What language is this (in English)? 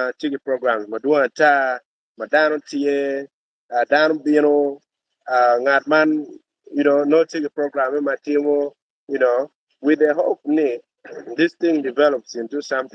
Acoli